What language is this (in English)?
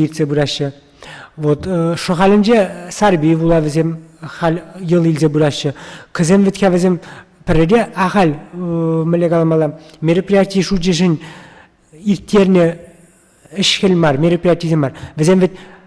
Chuvash